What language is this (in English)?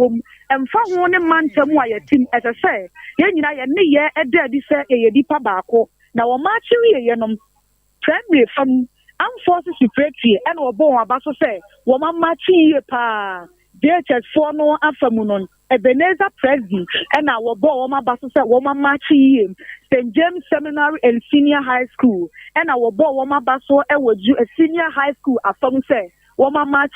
Akan